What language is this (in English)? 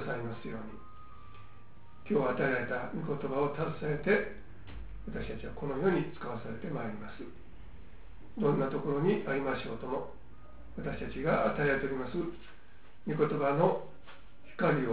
Japanese